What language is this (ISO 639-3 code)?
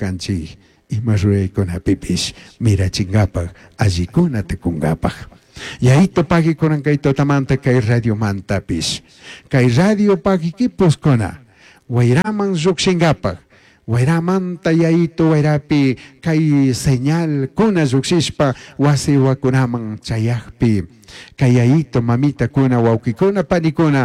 qug